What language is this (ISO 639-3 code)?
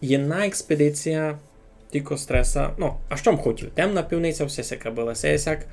rue